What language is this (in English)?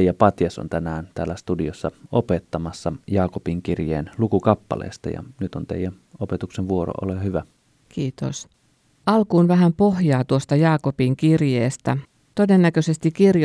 Finnish